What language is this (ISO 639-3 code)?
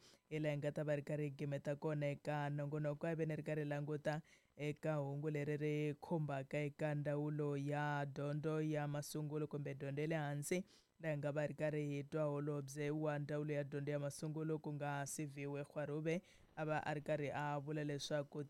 tso